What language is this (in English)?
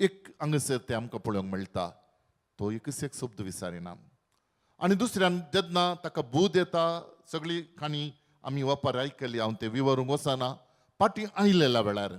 Konkani